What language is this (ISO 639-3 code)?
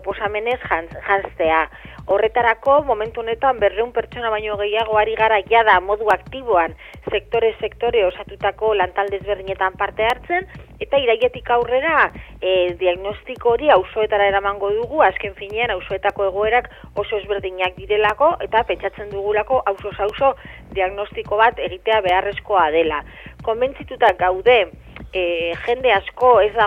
eus